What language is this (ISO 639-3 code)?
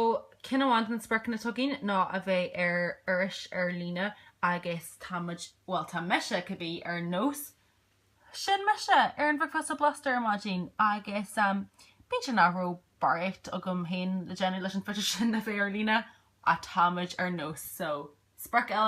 gle